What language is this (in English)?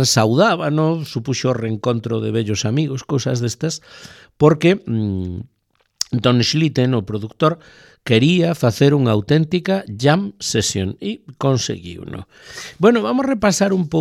Galician